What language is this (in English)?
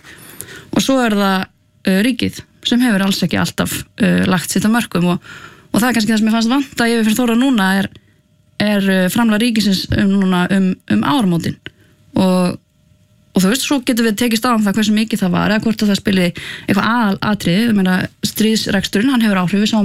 Icelandic